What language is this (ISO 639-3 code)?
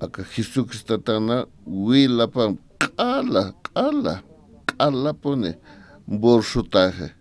aym